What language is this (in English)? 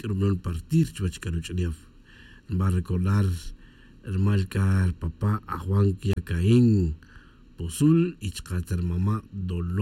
Tz'utujil